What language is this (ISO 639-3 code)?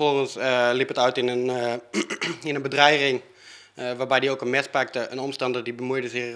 fry